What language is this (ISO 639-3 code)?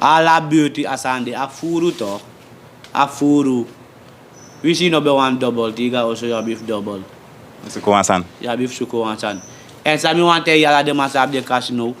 srn